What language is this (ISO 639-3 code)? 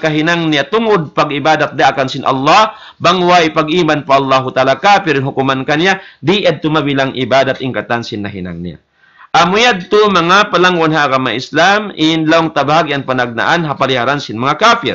tsg